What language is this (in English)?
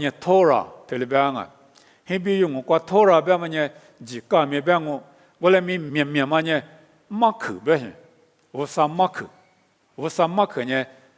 Lisu